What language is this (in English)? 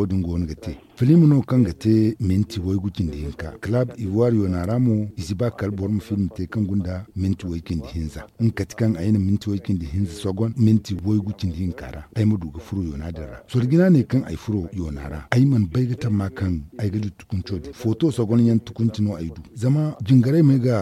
Zarma